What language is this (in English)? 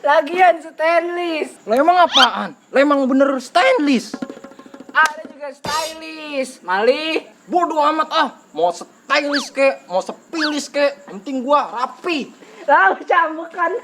Betawi